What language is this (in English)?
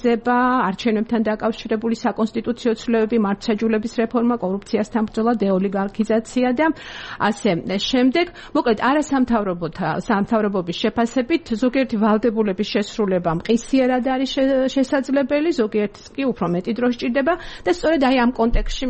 Georgian